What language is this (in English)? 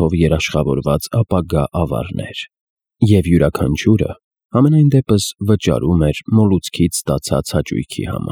Armenian